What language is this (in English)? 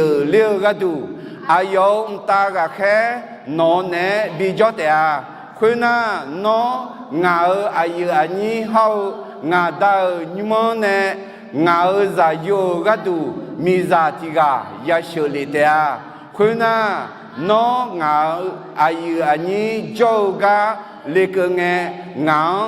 Akha